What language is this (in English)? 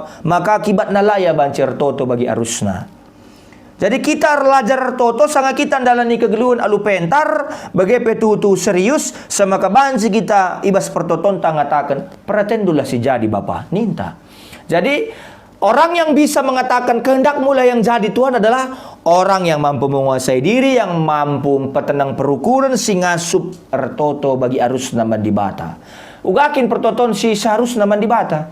Batak Karo